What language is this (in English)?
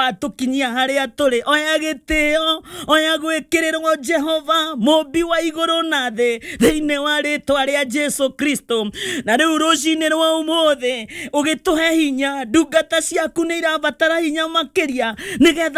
Kikuyu